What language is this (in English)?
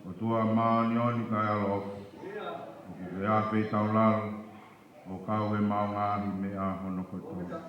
Tongan